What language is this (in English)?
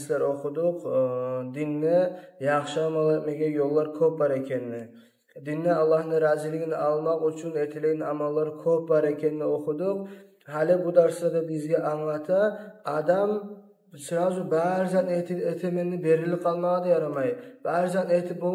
Kumyk